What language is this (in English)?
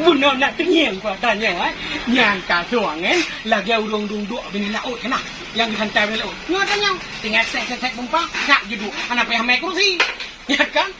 Achinese